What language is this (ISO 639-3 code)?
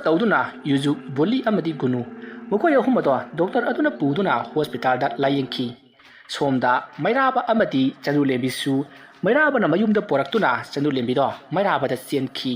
mni